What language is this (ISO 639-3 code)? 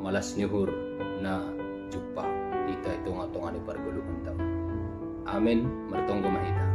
bts